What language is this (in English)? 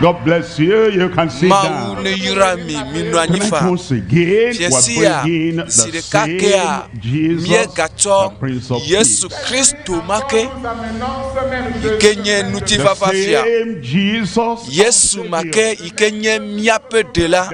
Ewe